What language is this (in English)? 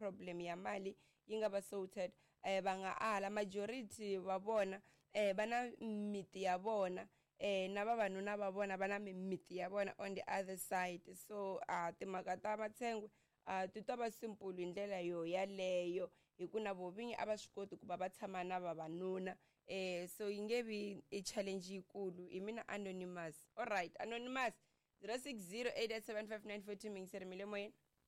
Tsonga